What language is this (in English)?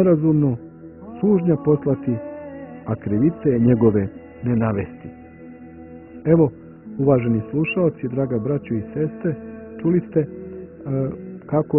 Croatian